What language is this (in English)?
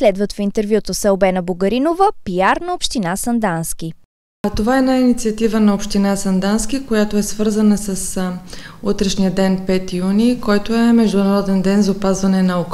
Bulgarian